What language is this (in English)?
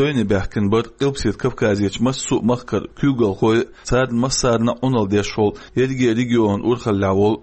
Chechen